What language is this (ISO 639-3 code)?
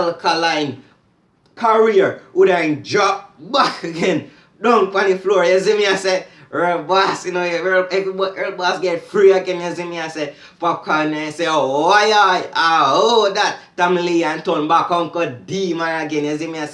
jam